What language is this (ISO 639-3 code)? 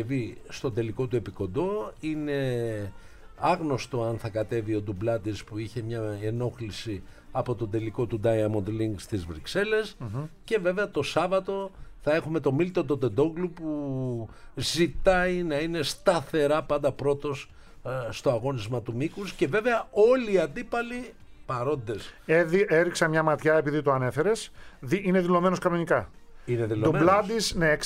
ell